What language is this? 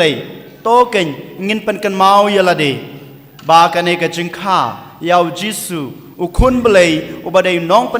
Khasi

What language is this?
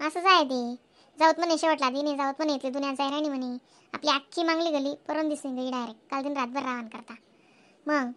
Khandesi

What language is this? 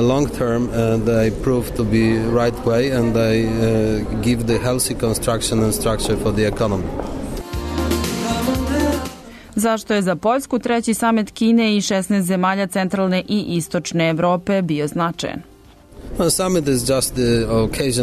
Serbian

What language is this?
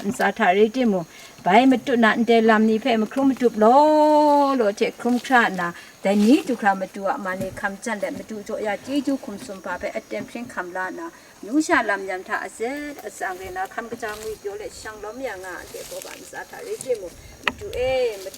Kachin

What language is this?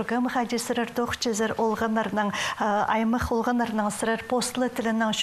Khakas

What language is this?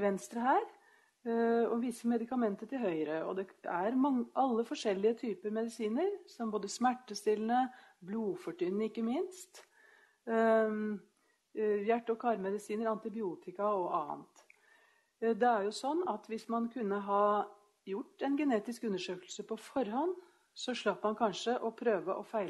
Norwegian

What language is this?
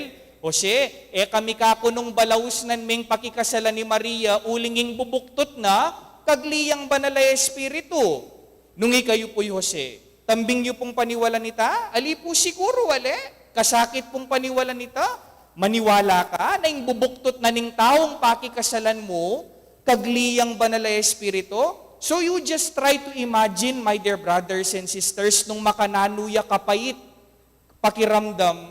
Pampanga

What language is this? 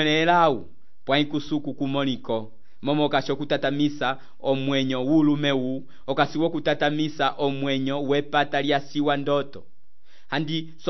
Umbundu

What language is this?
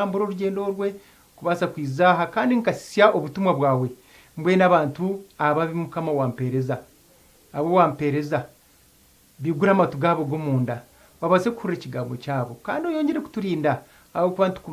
Nyankole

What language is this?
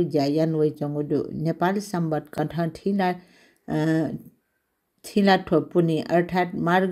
Newari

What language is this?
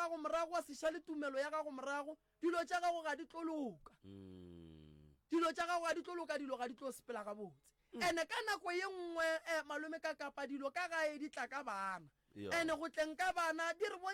Northern Sotho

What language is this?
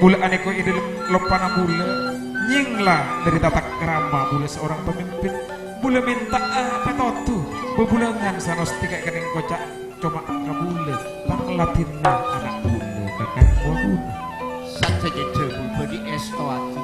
Madurese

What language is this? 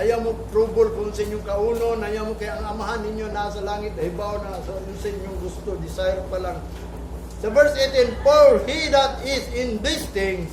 Cebuano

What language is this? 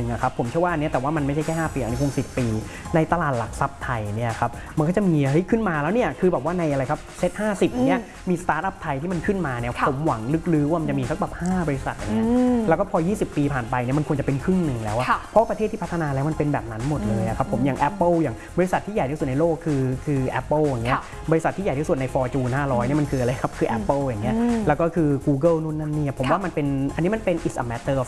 Thai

